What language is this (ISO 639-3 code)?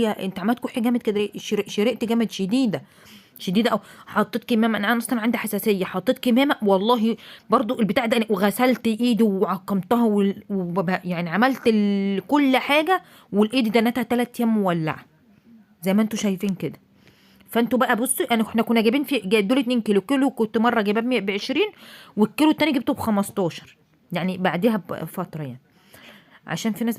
arz